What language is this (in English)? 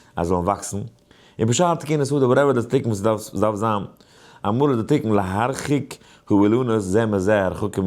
Yiddish